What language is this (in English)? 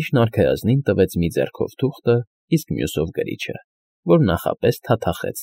Armenian